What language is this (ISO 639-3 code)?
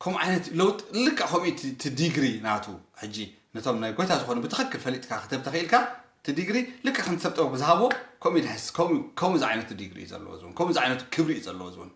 tir